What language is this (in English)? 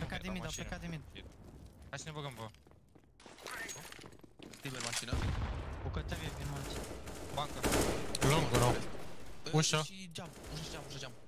Romanian